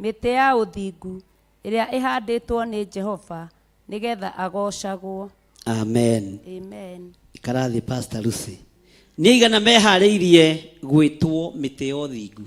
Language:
Kikuyu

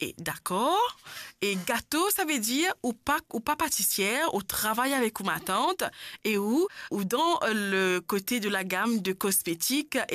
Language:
Morisyen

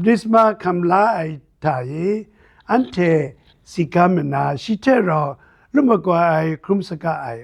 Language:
Kachin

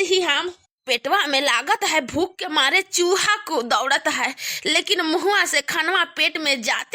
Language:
Bhojpuri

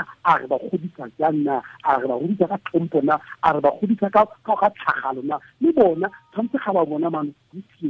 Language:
Tswana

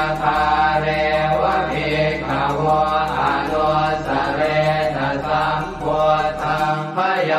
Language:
Pali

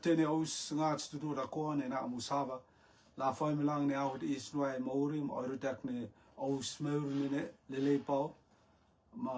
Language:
Rotuman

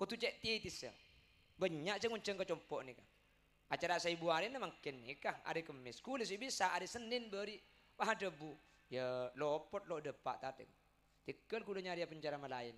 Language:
Madurese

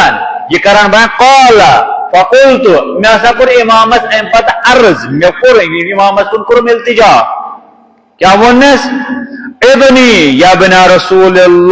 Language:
Kashmiri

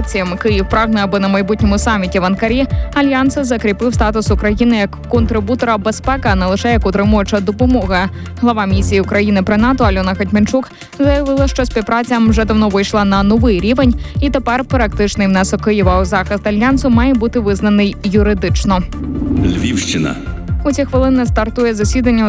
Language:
Ukrainian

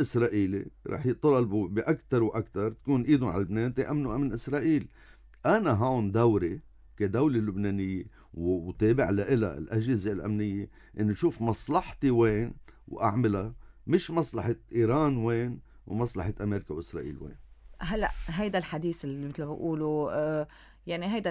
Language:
North Levantine Arabic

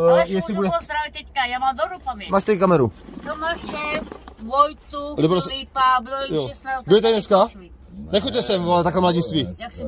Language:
Czech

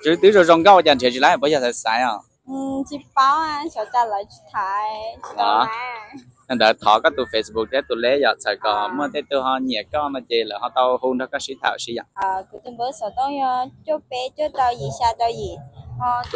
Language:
Hmong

